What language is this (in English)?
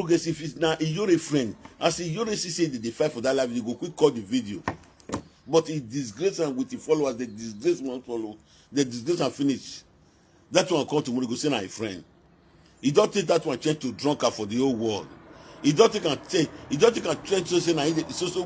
Nigerian Pidgin